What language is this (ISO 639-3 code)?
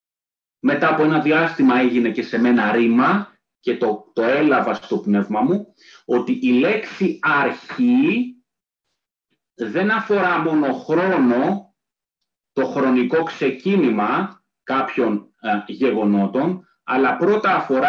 ell